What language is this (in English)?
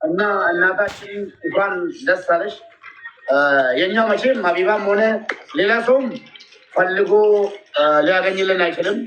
Amharic